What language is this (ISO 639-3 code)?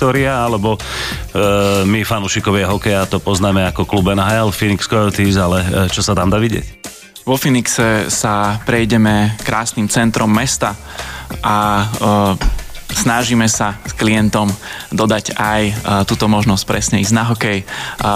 slk